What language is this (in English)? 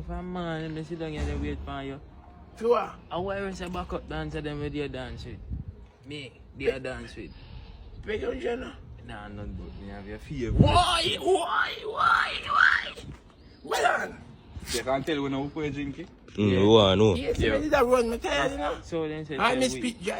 Jamaican Creole English